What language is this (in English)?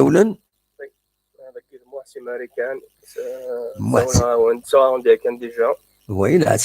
Kabyle